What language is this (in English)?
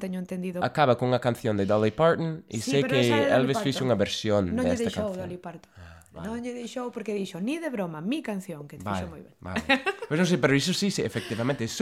Galician